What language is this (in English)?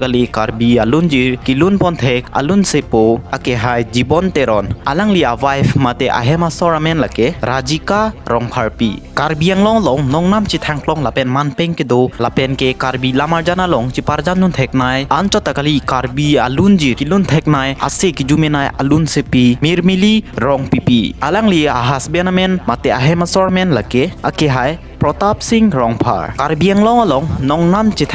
Karbi